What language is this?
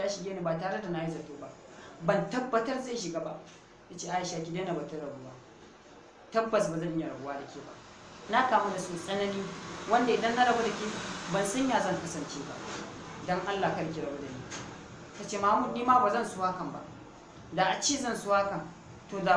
Hausa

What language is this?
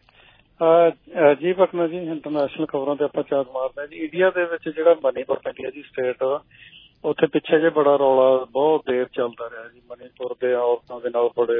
Punjabi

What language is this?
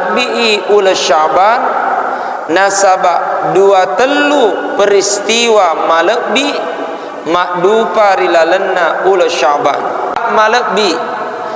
Buginese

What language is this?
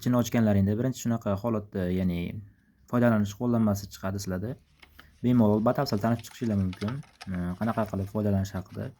Uzbek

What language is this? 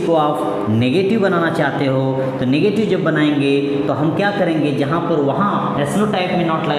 Hindi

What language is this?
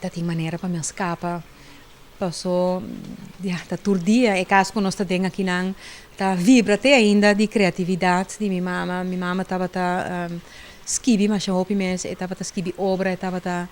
Papiamento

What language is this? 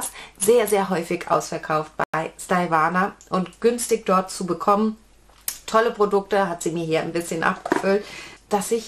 German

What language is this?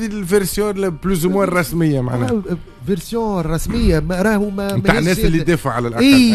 Tunisian Arabic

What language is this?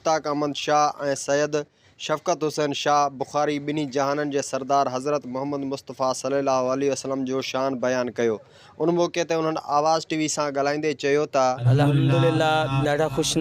Sindhi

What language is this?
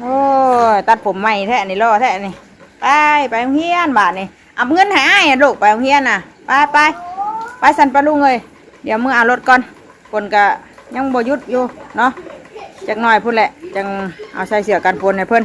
Northeastern Thai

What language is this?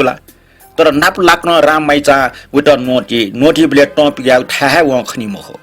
Newari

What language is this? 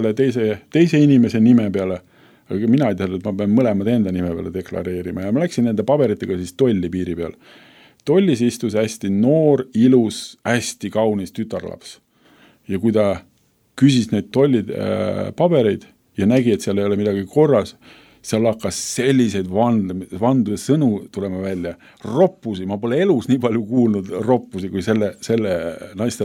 Estonian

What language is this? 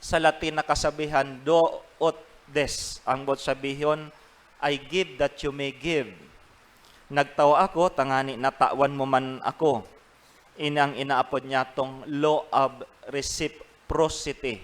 Bikol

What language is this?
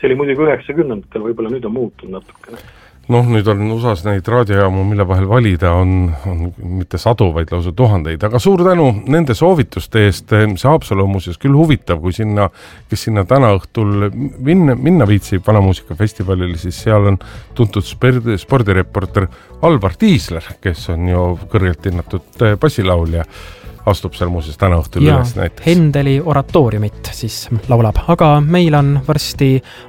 Estonian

